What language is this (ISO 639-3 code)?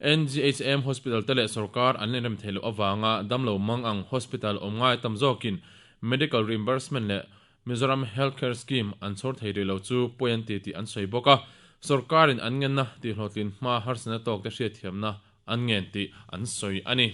lus